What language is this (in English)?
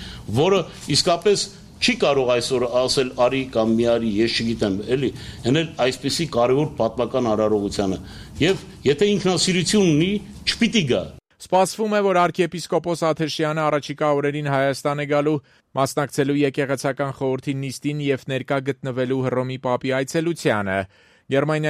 Armenian